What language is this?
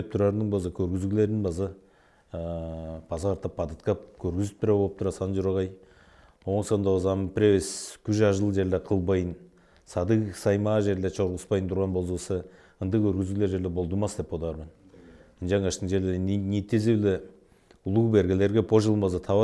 Tuvinian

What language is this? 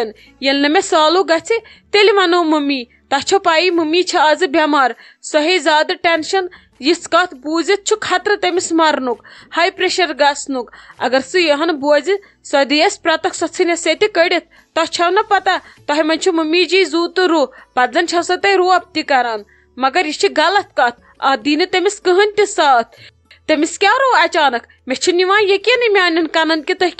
Kashmiri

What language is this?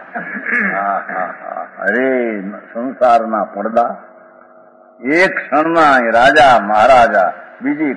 Gujarati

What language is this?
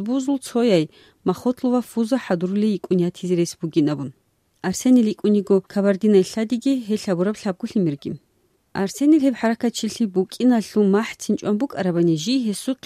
Avaric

